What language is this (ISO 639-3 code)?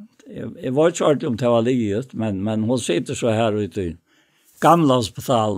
fao